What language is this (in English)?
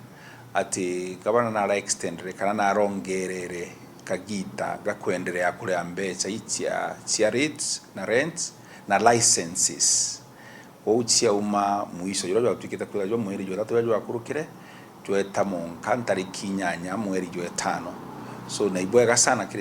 Meru